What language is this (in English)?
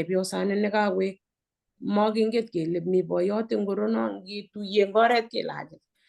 Kalenjin